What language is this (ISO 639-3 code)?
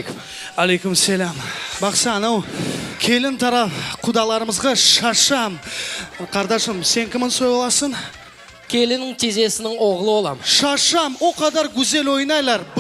crh